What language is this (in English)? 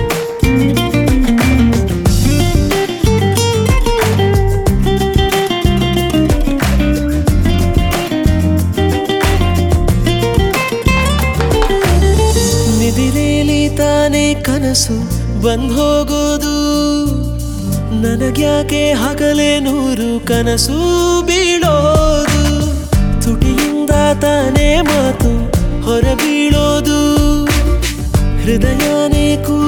Kannada